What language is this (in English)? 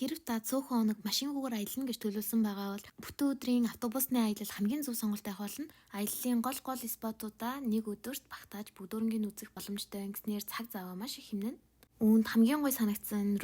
Mongolian